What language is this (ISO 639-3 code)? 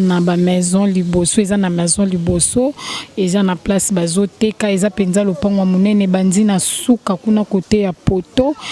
lin